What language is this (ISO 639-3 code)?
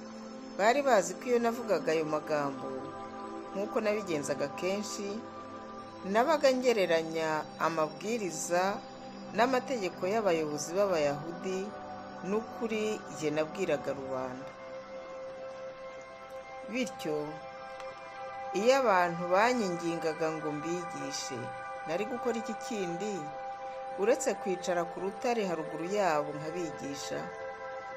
kin